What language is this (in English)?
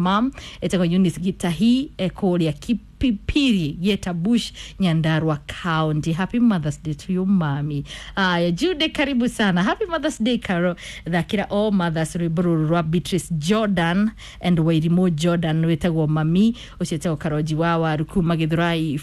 Kikuyu